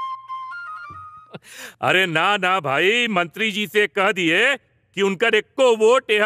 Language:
Bhojpuri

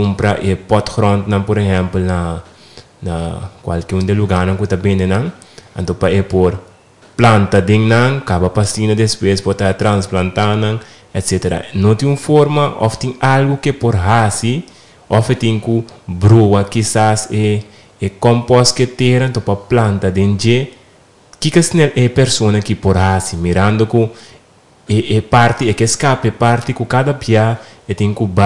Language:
Papiamento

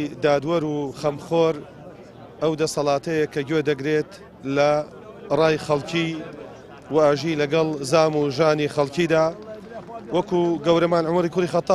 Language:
Central Kurdish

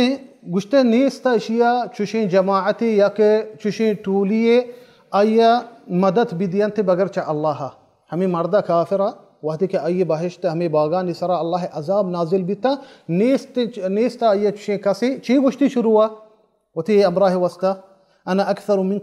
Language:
Baluchi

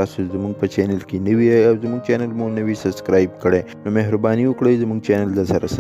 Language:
Pashto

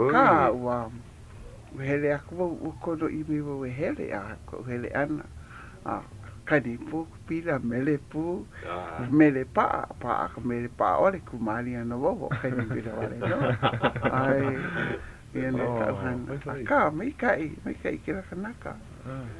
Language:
Hawaiian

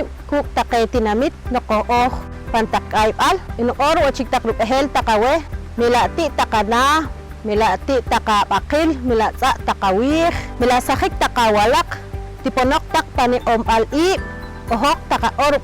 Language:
Poqomchi'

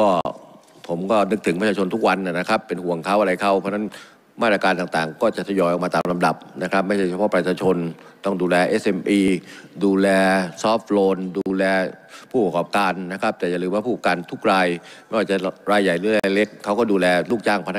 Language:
Thai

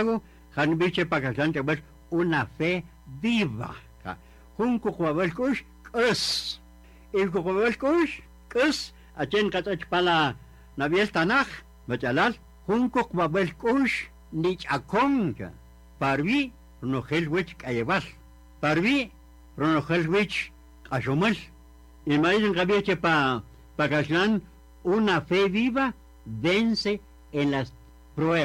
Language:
Kaqchikel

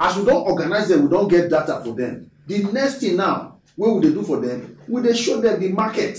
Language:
Nigerian Pidgin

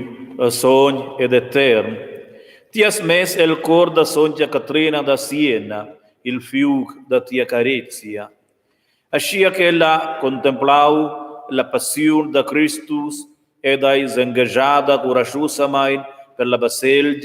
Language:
Romansh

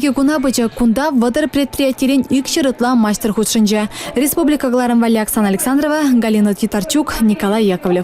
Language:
Chuvash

